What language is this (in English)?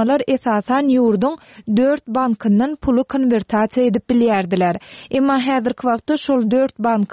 Turkmen